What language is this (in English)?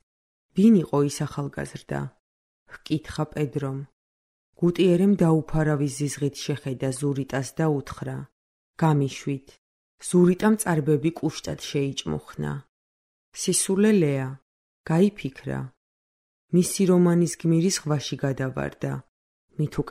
Georgian